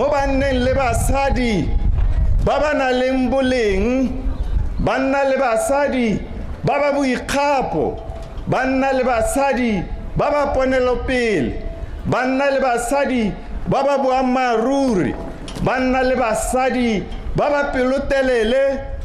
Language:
Tswana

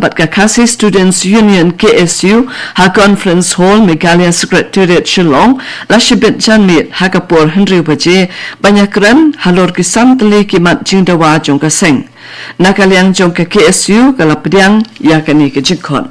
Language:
Khasi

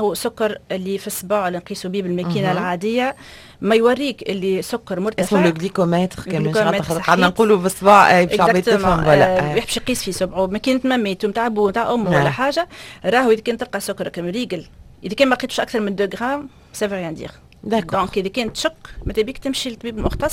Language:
Tunisian Arabic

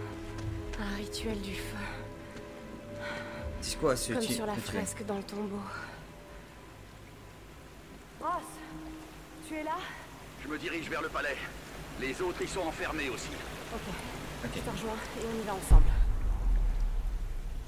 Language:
French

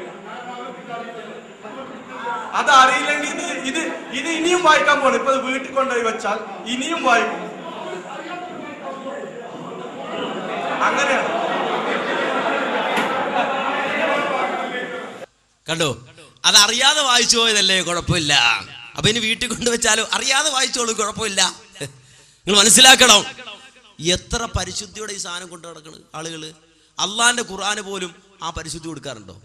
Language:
Malayalam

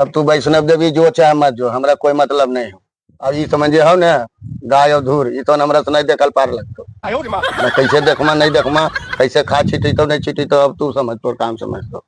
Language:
Magahi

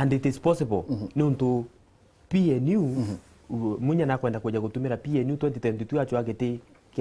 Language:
Meru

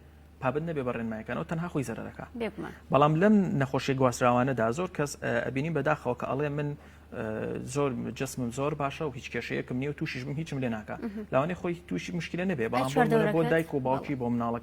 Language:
Central Kurdish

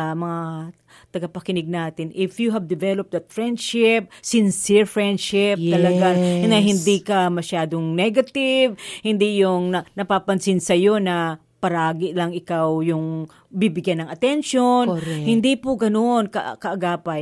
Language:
Filipino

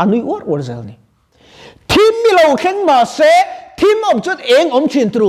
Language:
Mizo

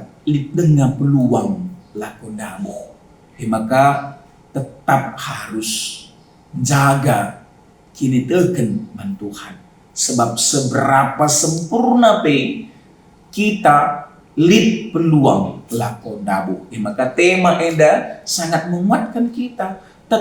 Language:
Batak Karo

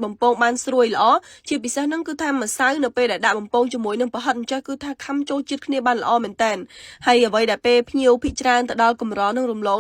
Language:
Khmer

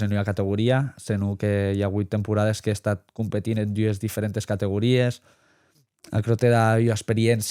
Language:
Occitan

